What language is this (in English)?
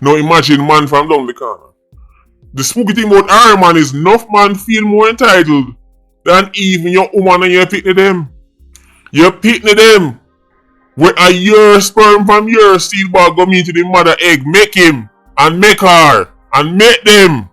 Jamaican Creole English